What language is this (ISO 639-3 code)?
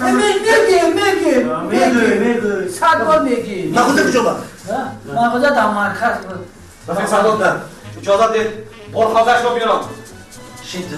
tgk